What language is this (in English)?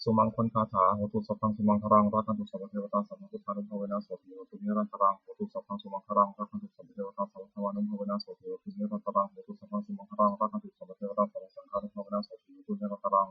Pali